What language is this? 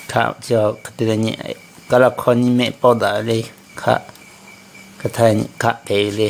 Lahu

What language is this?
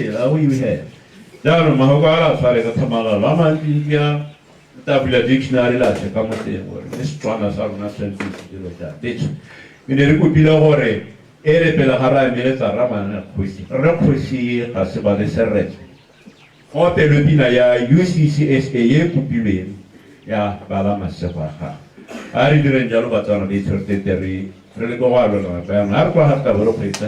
Tswana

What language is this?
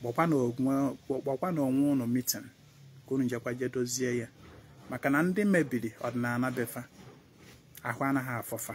Igbo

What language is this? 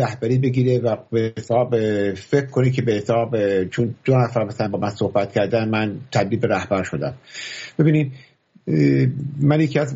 Persian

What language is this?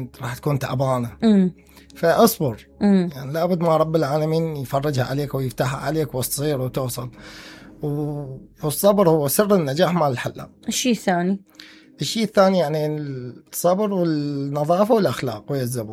Mesopotamian Arabic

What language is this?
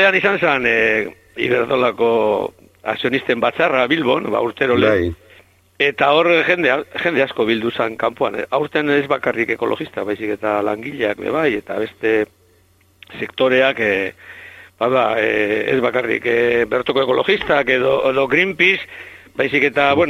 Basque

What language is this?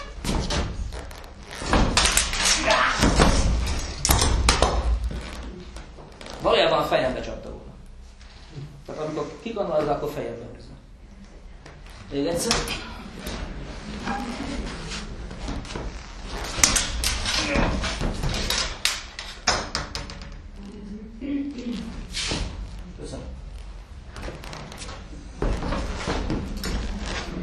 Hungarian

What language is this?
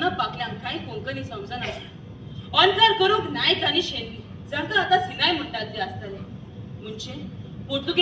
Konkani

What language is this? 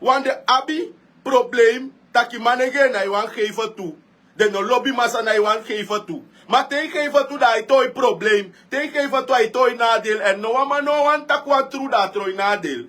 Sranan Tongo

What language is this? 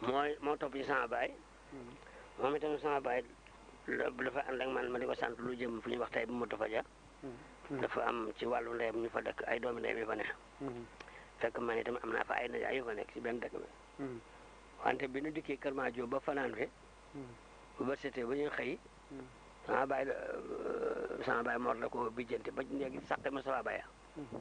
Wolof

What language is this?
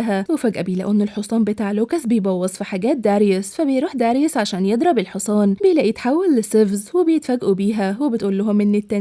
Egyptian Arabic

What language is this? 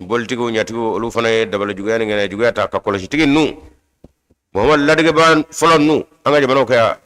Bambara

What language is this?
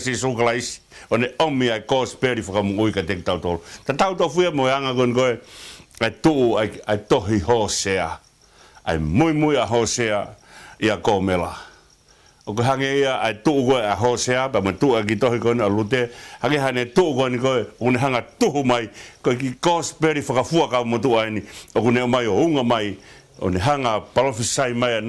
Tongan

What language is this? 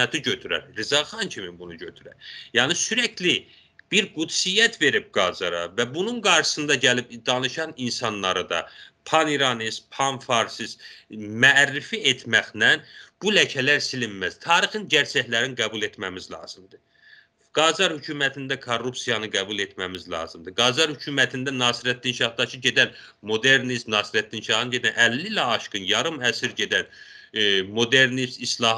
South Azerbaijani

